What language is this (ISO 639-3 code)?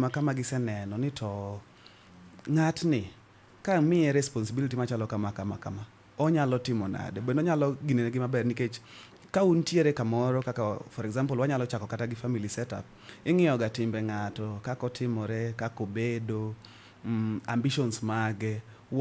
luo